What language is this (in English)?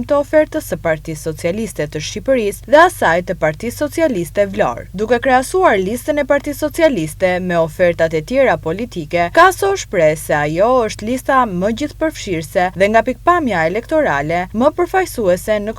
Albanian